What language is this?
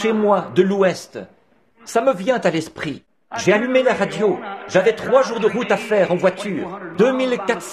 French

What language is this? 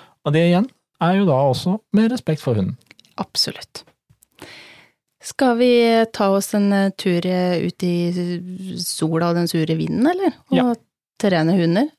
Norwegian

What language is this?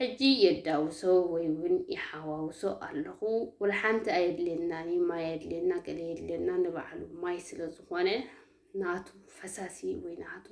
Tigrinya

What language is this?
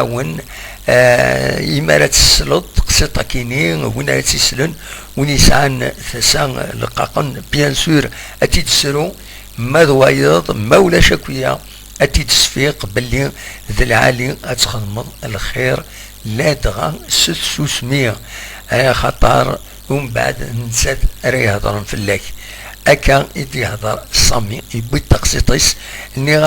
Kabyle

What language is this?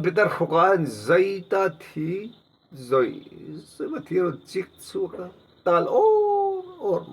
Mizo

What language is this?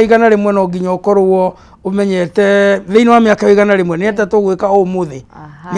Kikuyu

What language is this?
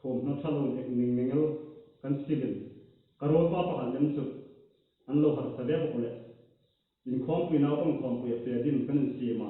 Hmar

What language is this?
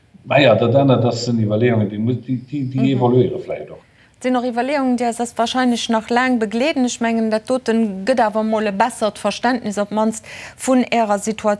Luxembourgish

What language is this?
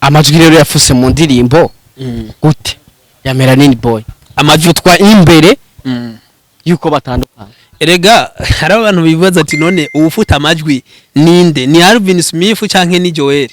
Rundi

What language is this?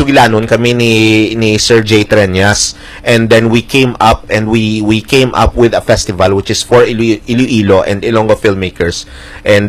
Hiligaynon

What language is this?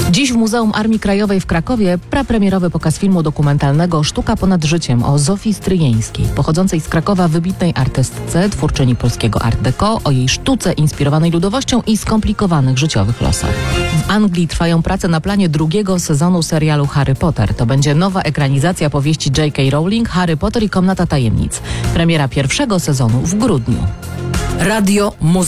Polish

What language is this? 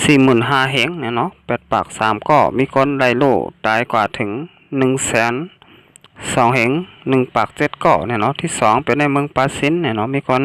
Shan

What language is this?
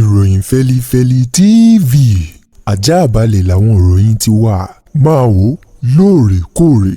Yoruba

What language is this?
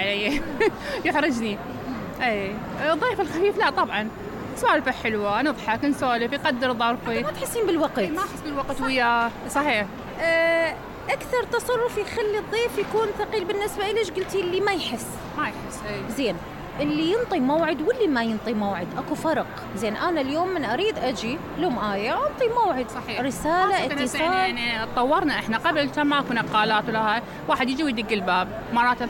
Mesopotamian Arabic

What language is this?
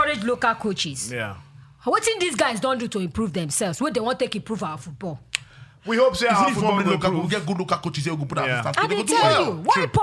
Nigerian Pidgin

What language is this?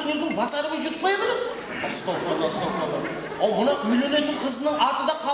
Kara-Kalpak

